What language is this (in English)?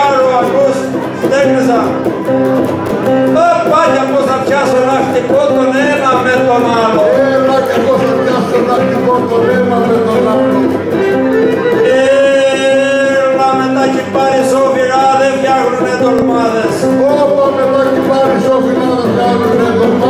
Greek